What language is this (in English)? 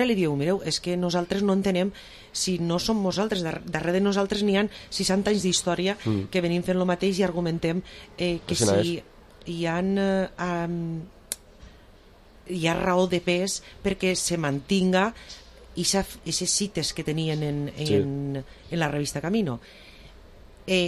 Catalan